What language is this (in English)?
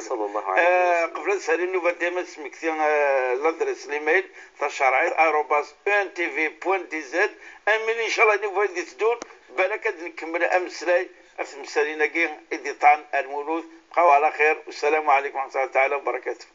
Moroccan Arabic